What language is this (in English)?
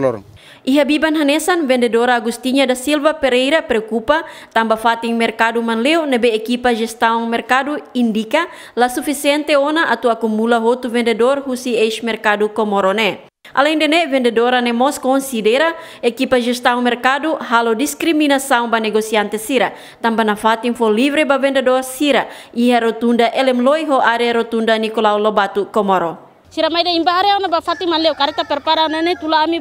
Tetum